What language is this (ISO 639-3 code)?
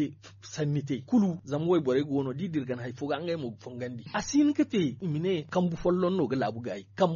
dje